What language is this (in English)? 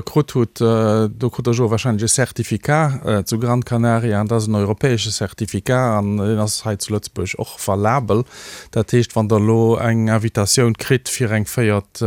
Luxembourgish